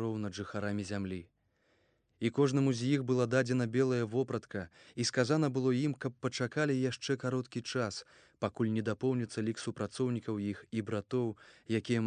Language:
Belarusian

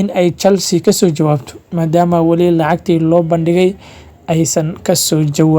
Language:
Somali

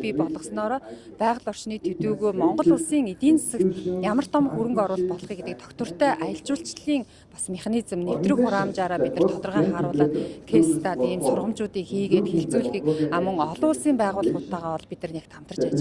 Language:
Mongolian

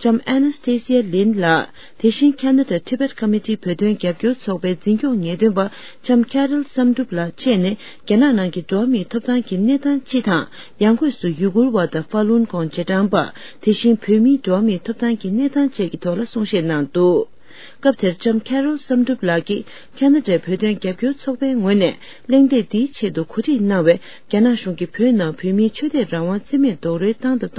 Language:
Tibetan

